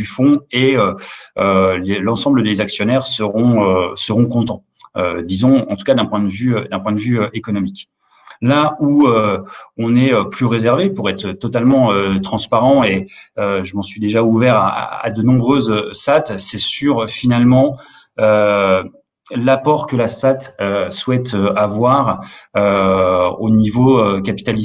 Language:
French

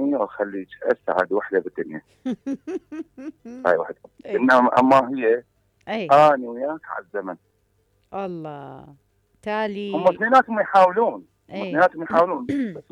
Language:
Mesopotamian Arabic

